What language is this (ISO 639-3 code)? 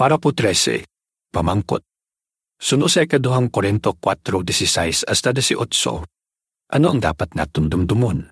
hil